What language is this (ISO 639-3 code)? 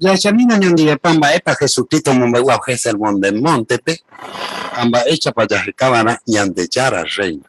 grn